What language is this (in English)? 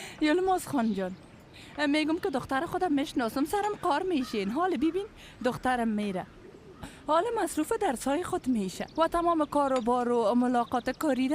Persian